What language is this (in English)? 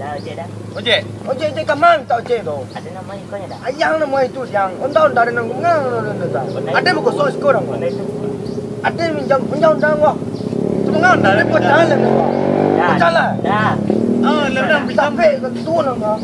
Minangkabau